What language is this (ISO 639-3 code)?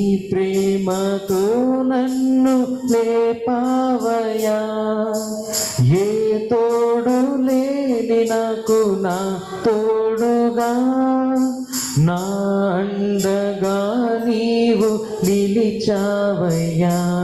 tel